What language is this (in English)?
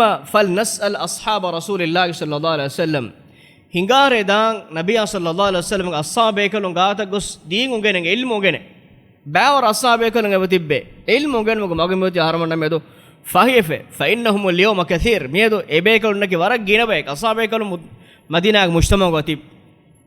Divehi